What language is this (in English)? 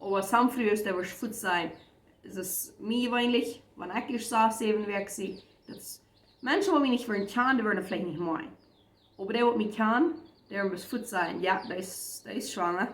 Plautdietsch